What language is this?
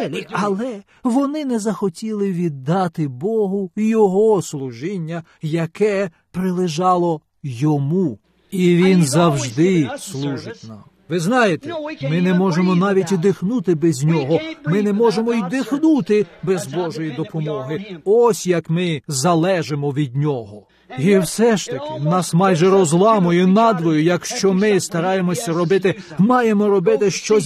Ukrainian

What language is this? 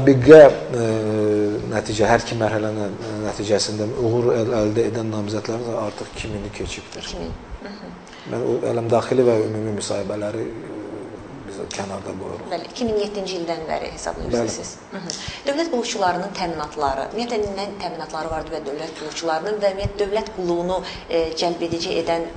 Azerbaijani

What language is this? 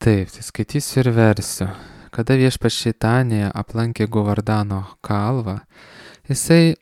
Lithuanian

